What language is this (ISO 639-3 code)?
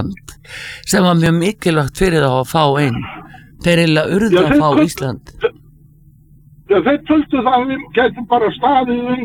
isl